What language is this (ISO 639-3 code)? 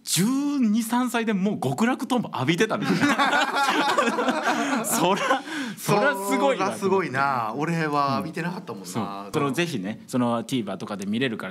jpn